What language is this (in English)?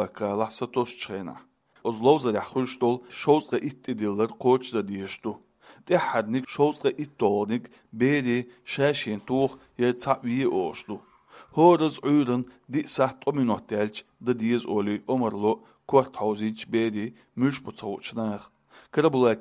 Chechen